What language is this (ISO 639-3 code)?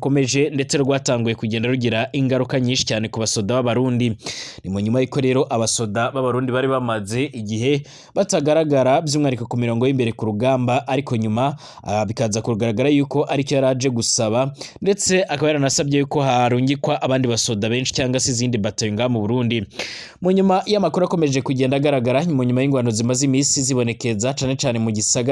run